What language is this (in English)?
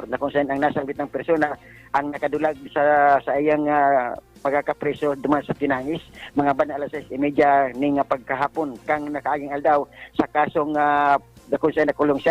Bikol